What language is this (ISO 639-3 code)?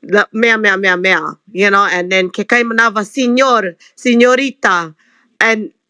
haw